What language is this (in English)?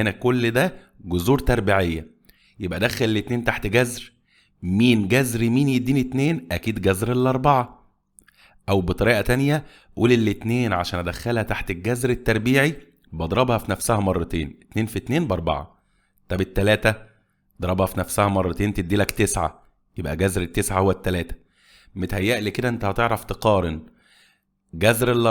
Egyptian Arabic